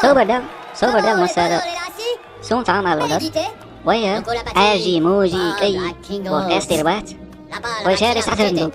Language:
Chechen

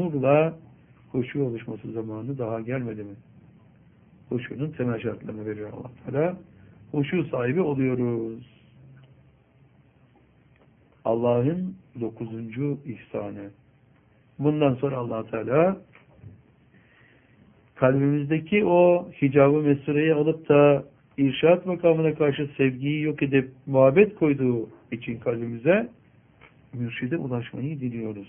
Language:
Turkish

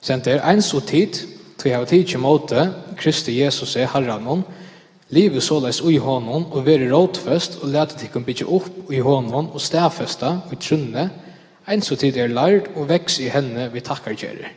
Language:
Faroese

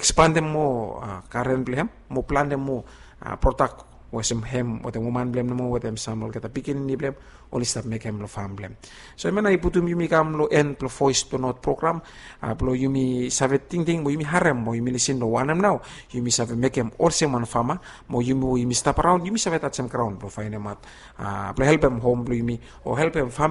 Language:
Bislama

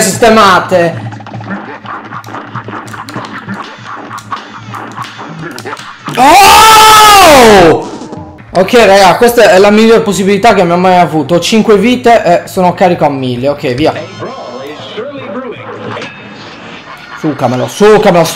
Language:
Italian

